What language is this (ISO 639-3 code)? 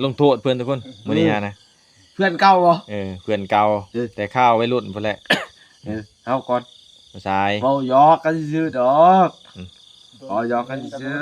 lao